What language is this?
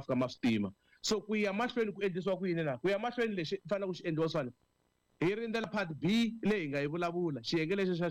Tsonga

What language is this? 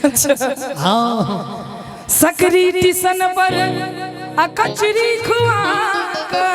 Maithili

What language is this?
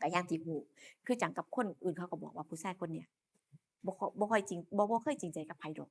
Lao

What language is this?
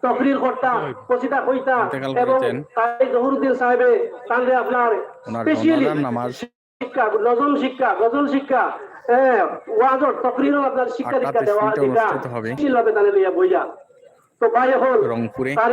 Sylheti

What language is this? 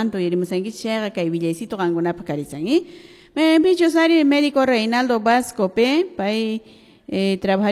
Quechua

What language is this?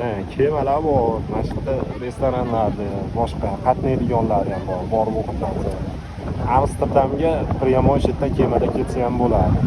Uzbek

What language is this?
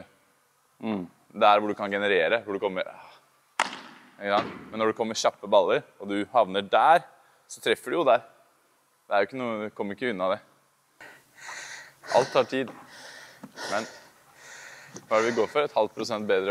Norwegian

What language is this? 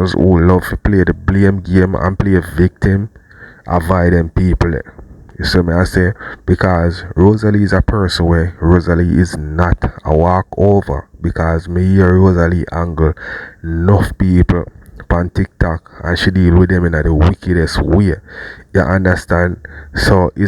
Jamaican Creole English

